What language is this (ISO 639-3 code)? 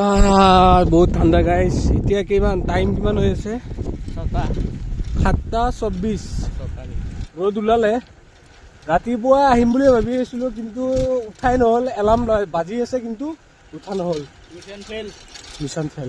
asm